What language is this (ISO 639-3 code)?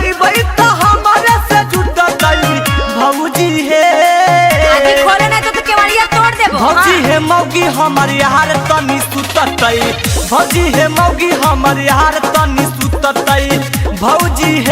mag